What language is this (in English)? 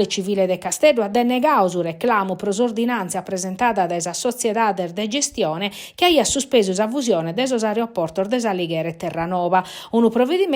Sardinian